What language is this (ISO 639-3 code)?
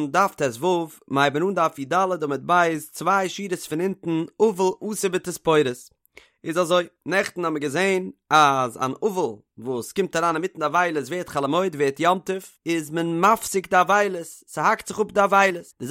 yid